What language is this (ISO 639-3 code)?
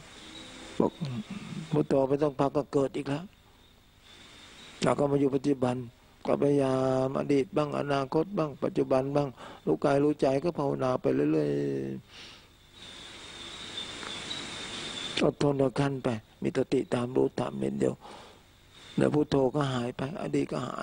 tha